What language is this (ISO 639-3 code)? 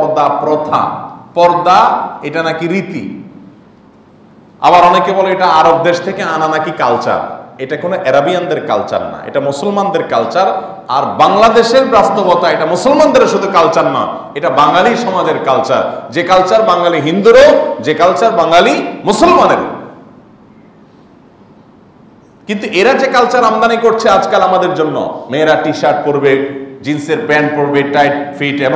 ben